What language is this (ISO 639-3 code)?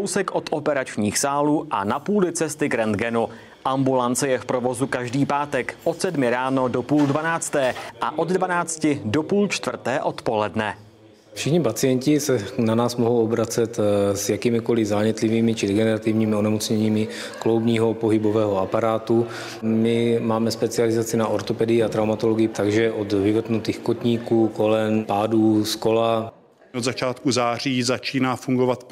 ces